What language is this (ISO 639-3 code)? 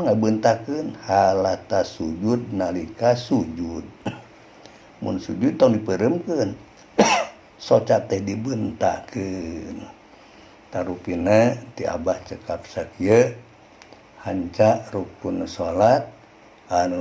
sun